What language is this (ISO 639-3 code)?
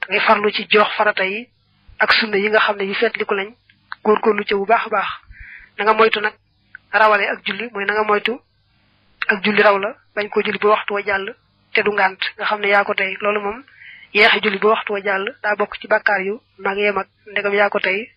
wol